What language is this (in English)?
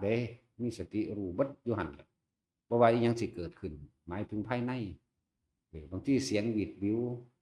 Northeastern Thai